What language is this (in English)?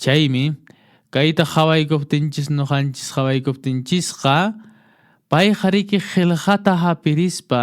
Quechua